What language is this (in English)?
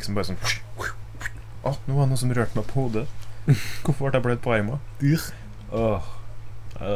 Norwegian